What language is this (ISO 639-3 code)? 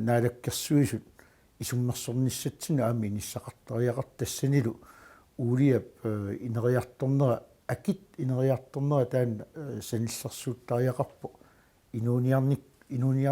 kal